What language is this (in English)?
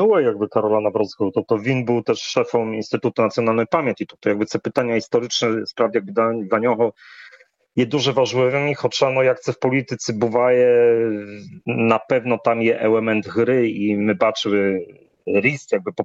Ukrainian